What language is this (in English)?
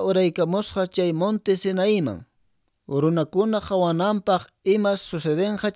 Quechua